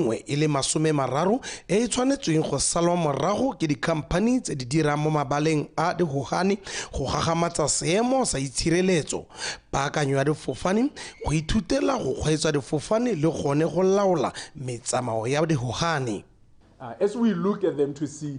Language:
Tswana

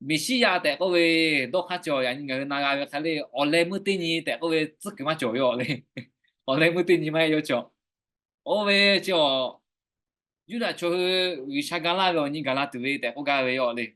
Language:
Lahu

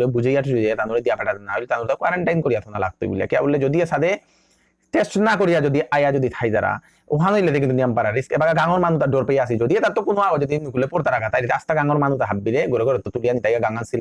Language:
Bishnupriya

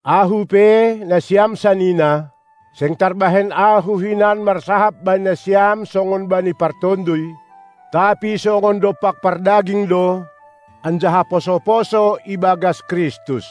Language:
Batak Simalungun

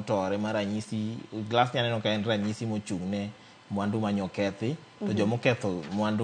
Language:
Luo (Kenya and Tanzania)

